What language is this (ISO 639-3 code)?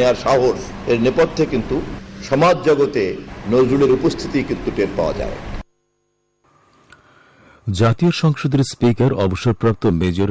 ben